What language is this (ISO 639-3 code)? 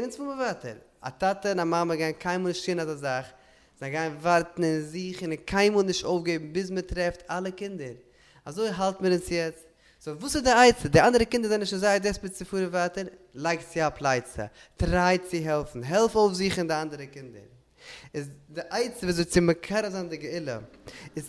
yid